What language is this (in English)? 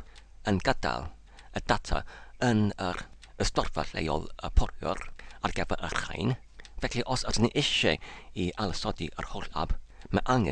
Welsh